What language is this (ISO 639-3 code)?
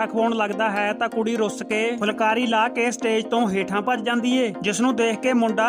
pan